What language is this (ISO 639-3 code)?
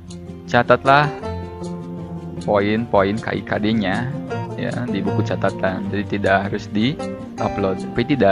ind